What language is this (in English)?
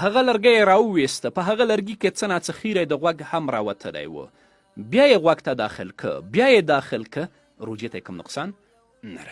Pashto